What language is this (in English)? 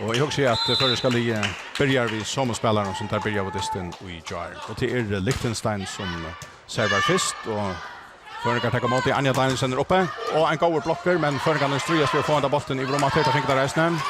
Faroese